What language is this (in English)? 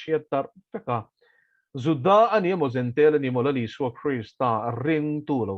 Mizo